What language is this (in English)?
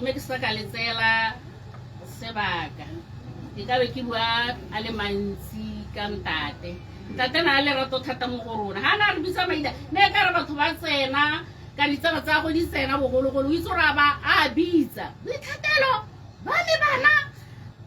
Tswana